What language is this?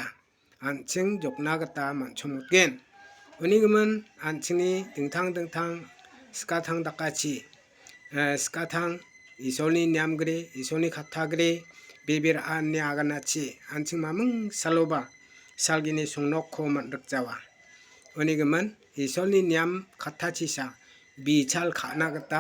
Garo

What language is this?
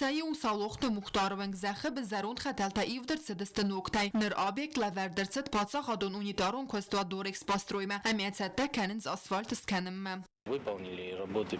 Ossetic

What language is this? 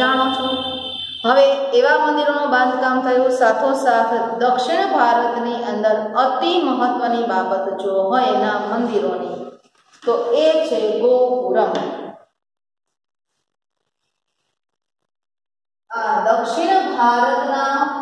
Gujarati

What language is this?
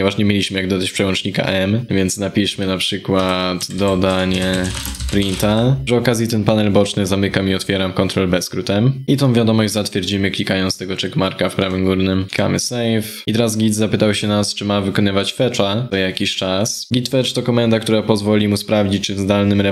Polish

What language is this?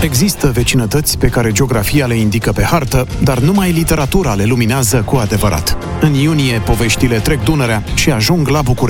Romanian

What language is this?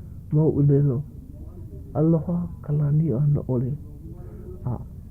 Hawaiian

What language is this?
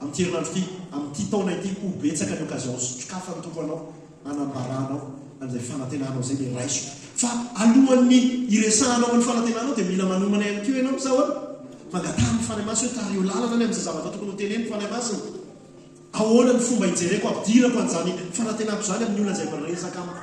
Malagasy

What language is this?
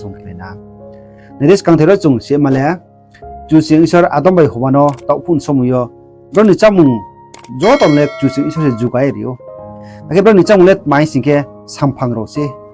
Riang (India)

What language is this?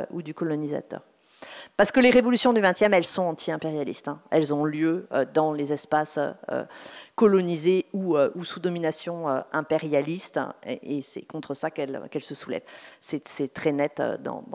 French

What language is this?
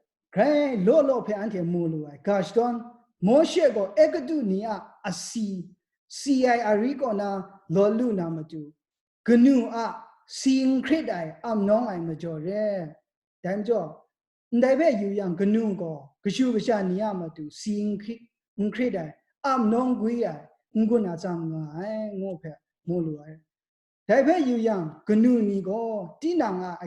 Kachin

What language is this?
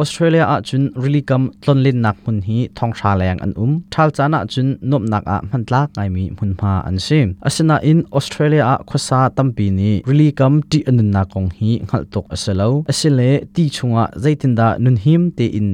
Hakha Chin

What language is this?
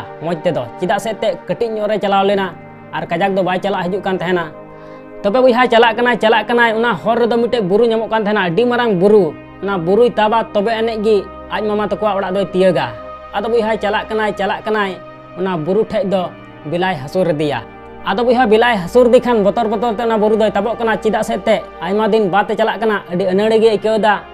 Santali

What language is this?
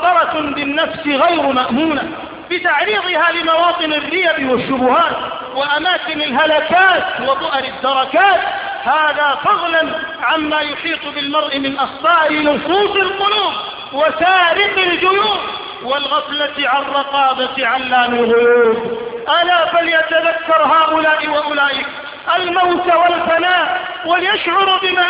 Arabic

